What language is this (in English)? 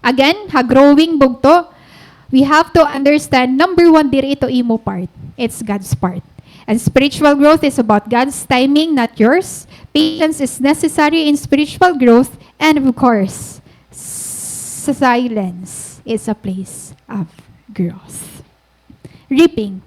Waray